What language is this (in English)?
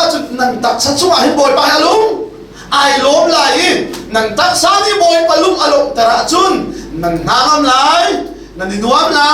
Hakha Chin